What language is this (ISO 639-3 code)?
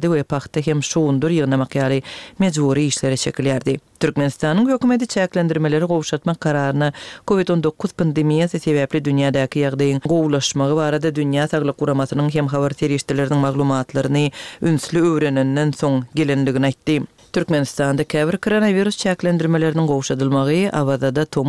tuk